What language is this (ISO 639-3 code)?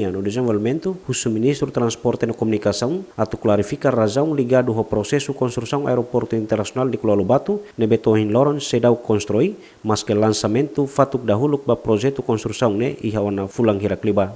tet